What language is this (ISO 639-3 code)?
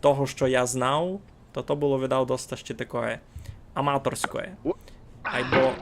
rue